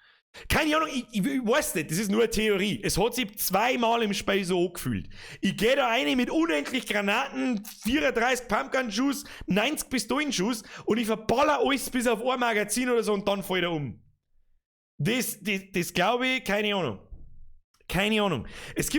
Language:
Bavarian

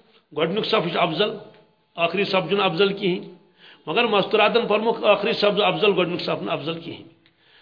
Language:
Kashmiri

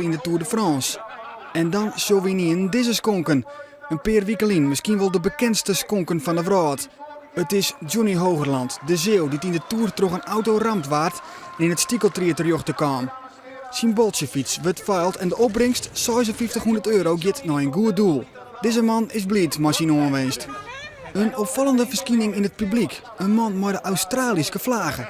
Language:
Western Frisian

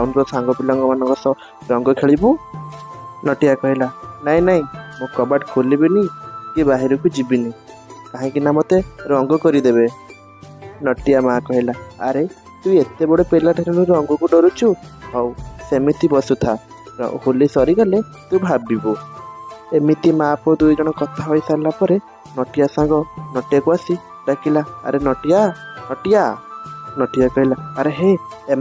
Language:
Odia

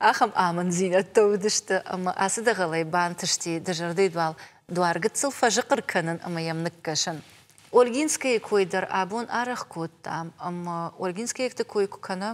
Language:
Ossetic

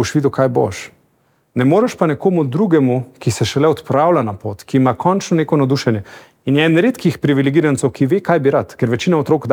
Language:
Slovenian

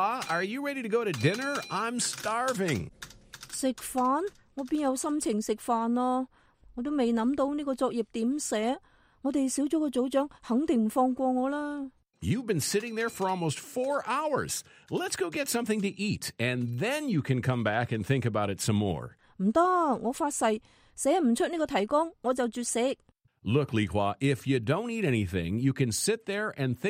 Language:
Cantonese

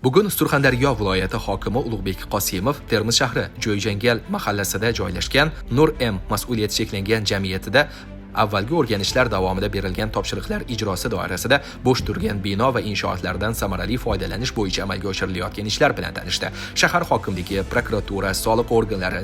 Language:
Uzbek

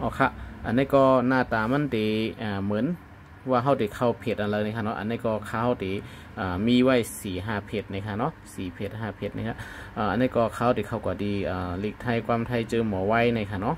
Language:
Shan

